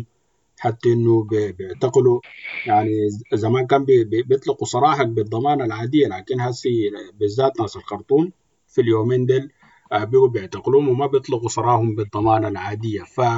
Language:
Sudanese Arabic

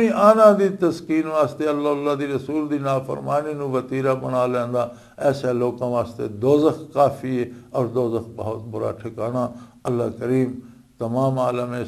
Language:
Western Panjabi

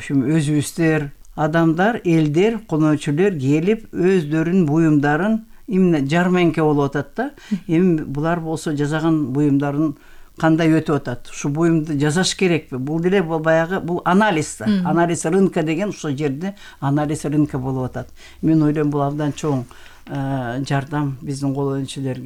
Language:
Kyrgyz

